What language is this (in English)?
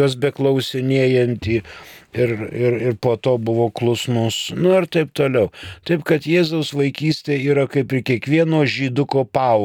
Lithuanian